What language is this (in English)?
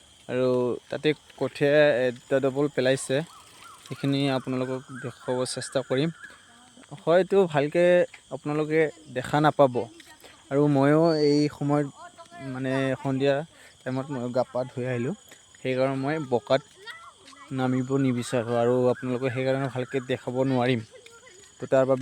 Assamese